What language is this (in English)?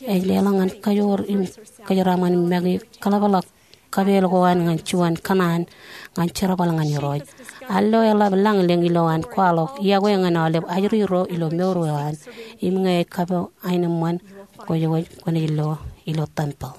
Marshallese